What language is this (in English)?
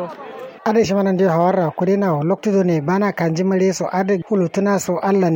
Kanuri